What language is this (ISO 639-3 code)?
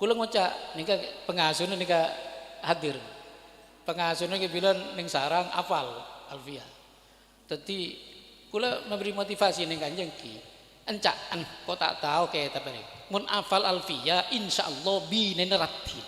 mad